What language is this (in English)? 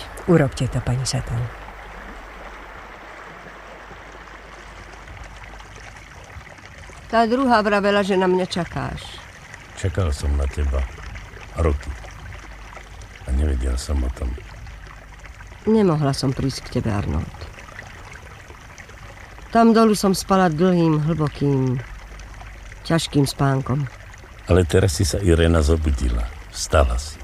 Slovak